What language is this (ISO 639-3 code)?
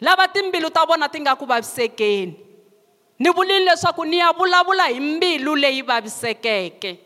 tso